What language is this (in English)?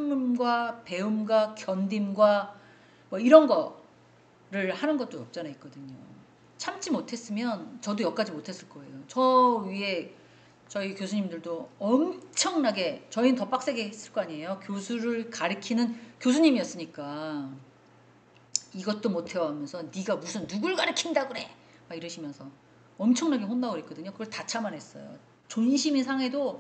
Korean